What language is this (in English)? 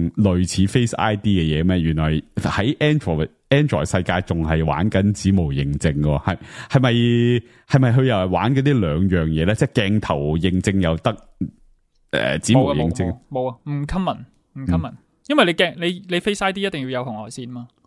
Cantonese